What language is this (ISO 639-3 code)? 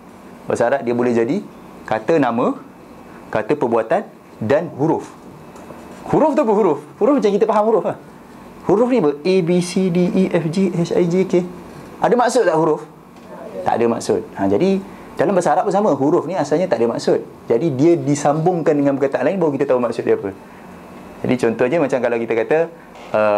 msa